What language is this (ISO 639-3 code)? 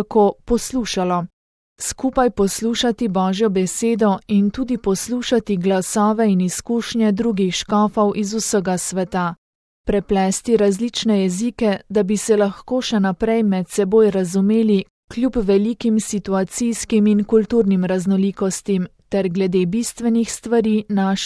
slv